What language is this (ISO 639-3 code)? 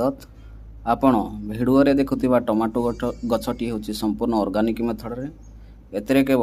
ori